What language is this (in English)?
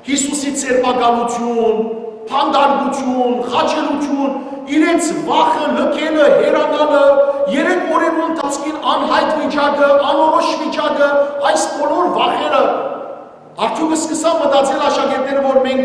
Western Armenian